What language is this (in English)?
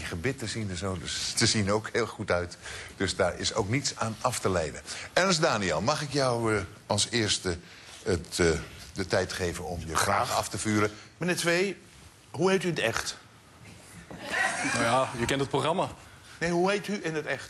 Dutch